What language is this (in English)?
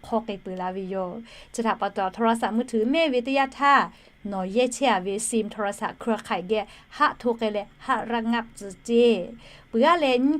Lahu